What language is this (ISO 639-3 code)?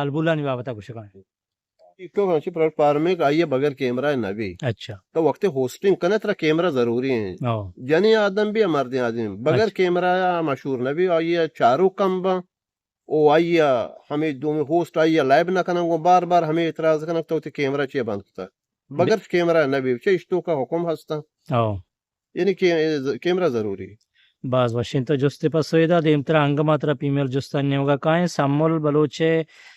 bgp